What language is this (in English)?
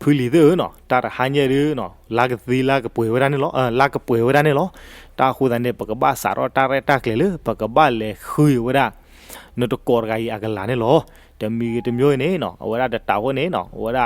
S'gaw Karen